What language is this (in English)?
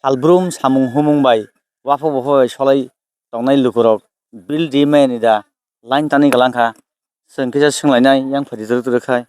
Kok Borok